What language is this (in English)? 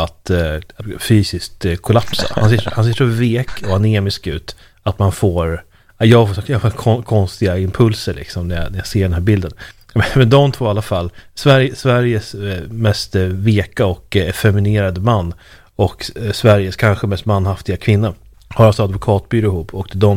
Swedish